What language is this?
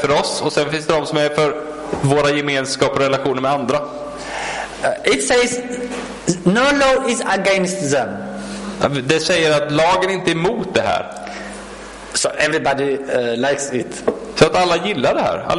Swedish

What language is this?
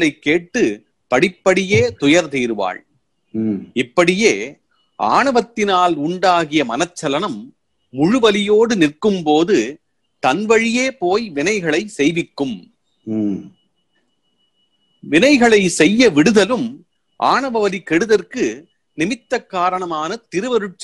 Tamil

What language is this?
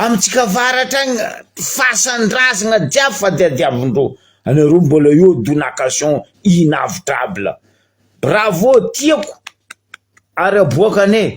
Malagasy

